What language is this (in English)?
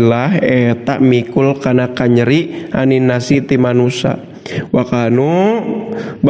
Sundanese